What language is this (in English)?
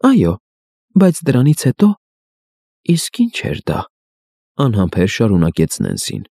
Armenian